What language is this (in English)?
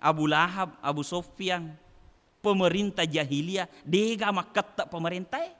Buginese